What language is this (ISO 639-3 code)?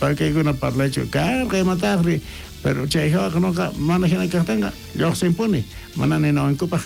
quh